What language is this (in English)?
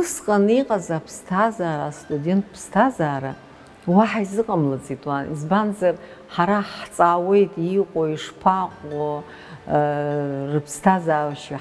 Abkhazian